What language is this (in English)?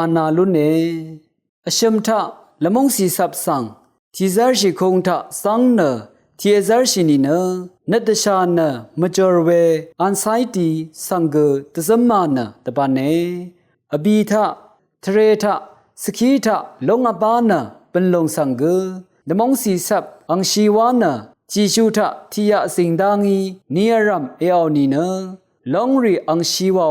Rawang